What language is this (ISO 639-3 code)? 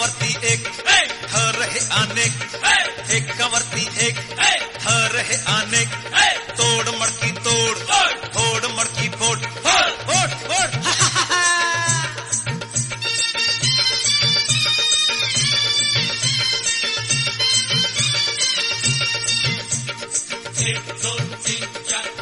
mar